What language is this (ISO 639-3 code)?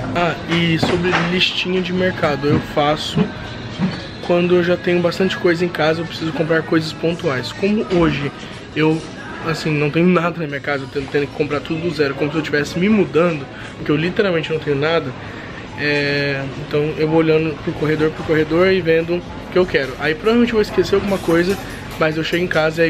por